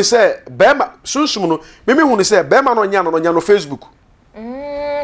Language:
Akan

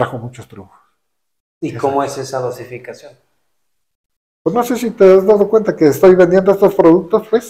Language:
Spanish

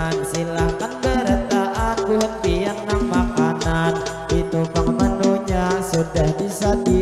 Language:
Banjar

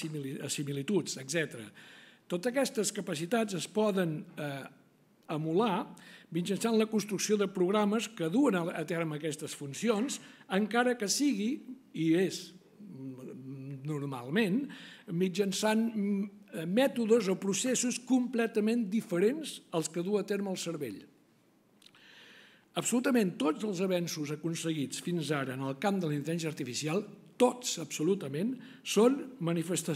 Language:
Catalan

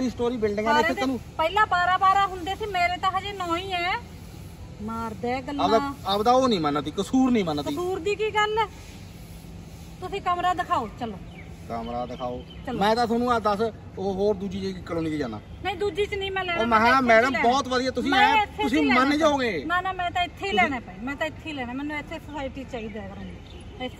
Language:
Punjabi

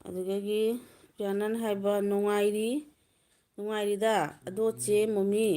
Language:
Manipuri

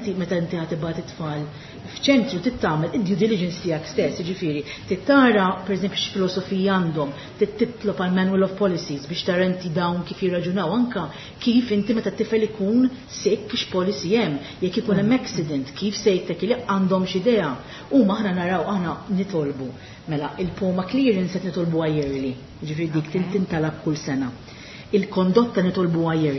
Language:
Maltese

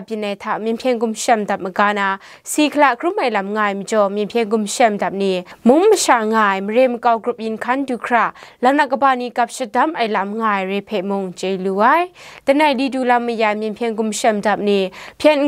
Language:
Kachin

